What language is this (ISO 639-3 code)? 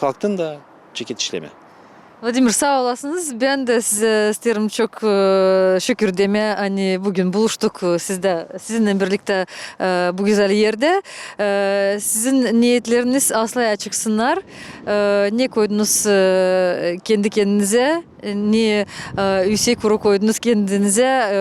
gag